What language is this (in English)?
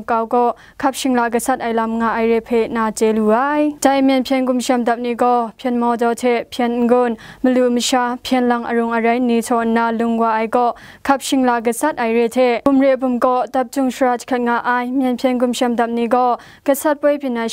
Kachin